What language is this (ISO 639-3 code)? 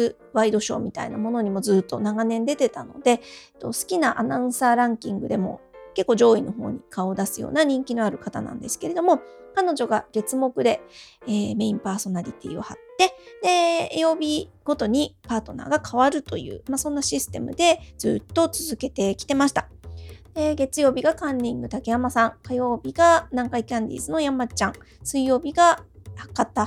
jpn